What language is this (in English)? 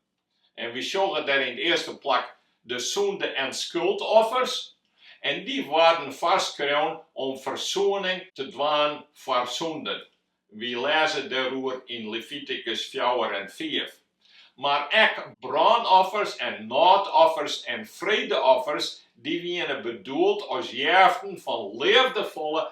Western Frisian